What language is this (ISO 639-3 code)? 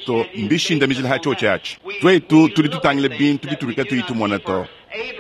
lua